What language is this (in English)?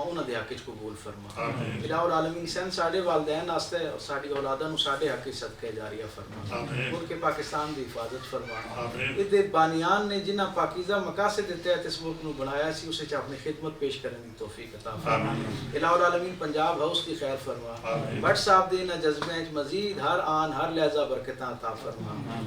Western Panjabi